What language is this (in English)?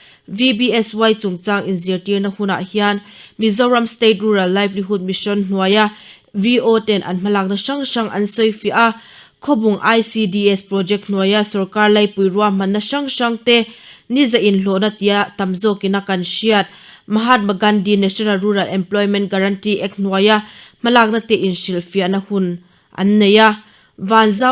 Mizo